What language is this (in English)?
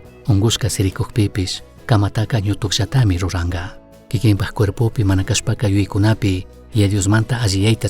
Chimborazo Highland Quichua